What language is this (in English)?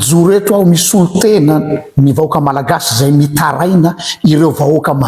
Malagasy